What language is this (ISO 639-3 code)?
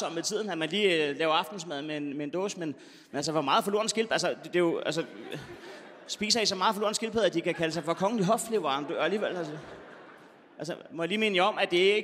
dan